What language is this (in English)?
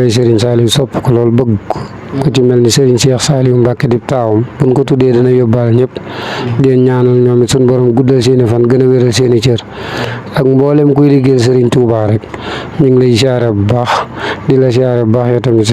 Wolof